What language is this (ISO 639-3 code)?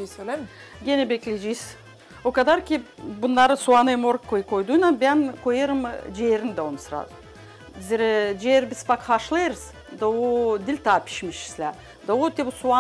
gag